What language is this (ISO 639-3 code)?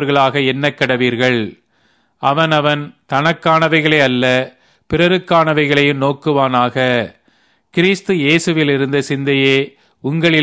tam